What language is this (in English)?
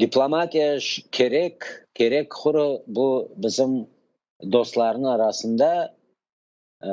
Crimean Tatar